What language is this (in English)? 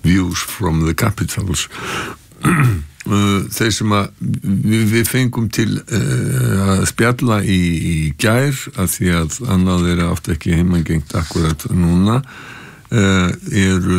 Icelandic